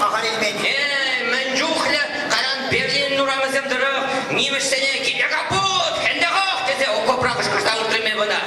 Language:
Chuvash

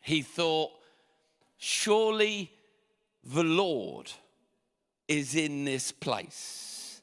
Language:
English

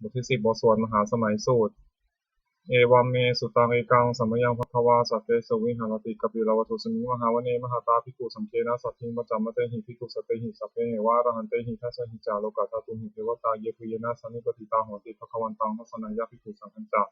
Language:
Pali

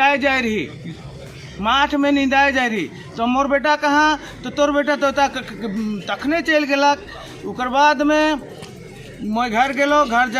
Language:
Sadri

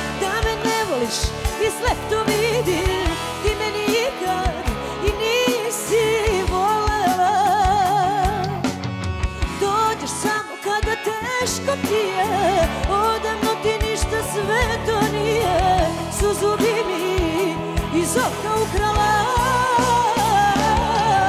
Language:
Serbian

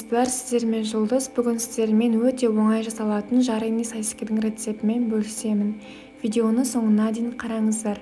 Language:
Kazakh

